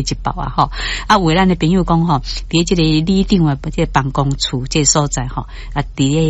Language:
Min Nan Chinese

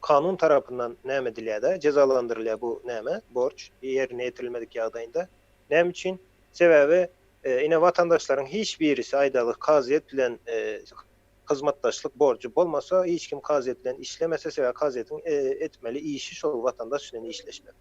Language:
Turkmen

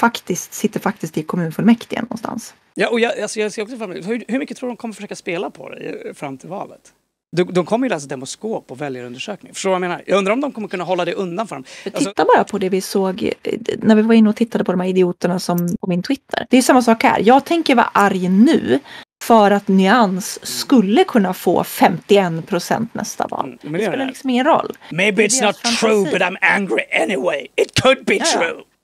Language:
Swedish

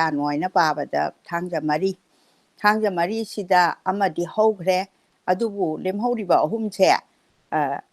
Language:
Manipuri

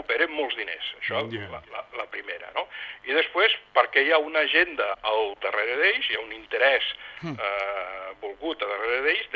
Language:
Catalan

